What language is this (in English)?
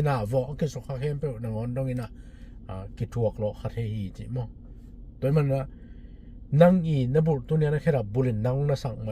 Tedim Chin